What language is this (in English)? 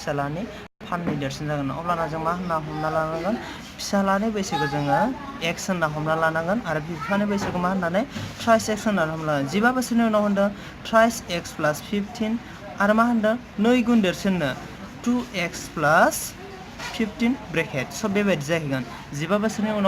Bodo